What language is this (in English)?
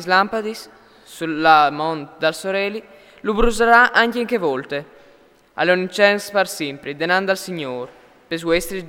Friulian